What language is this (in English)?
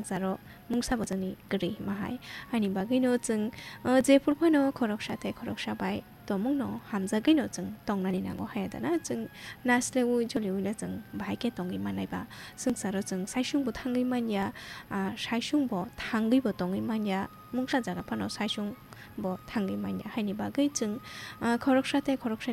Kok Borok